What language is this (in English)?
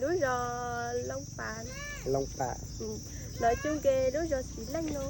Hmong